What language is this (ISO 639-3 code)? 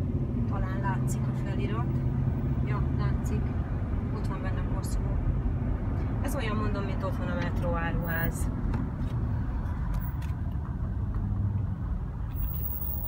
hun